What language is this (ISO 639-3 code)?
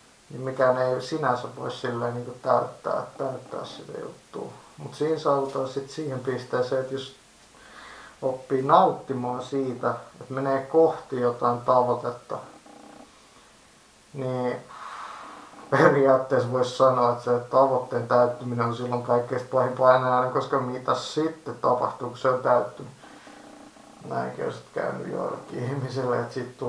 fin